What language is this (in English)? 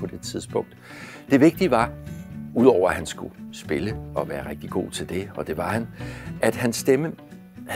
Danish